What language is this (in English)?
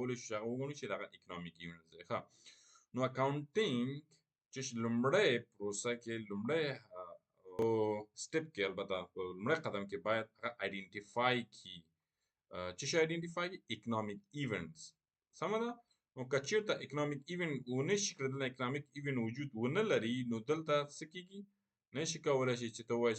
Pashto